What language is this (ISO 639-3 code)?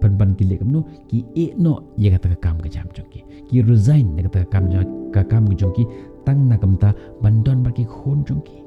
kha